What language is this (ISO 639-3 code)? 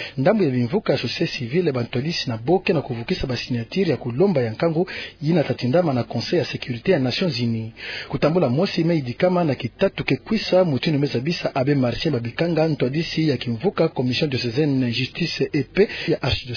ktu